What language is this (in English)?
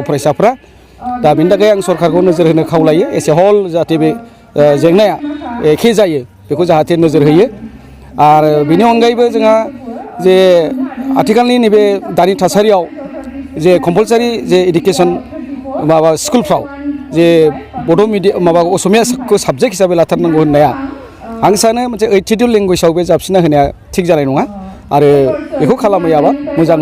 Bodo